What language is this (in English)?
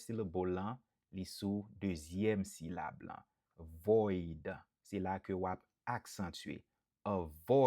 Haitian Creole